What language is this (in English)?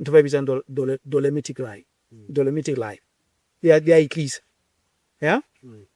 Southern Sotho